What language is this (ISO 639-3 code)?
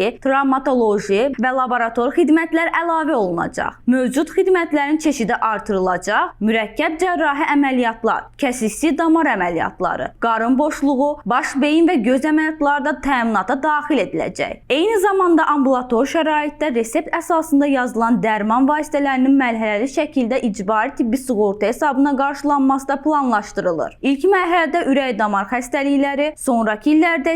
aze